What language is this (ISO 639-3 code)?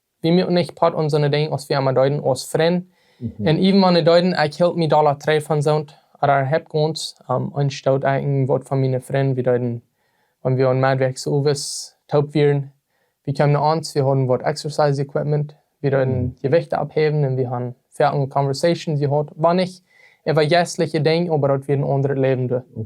pdt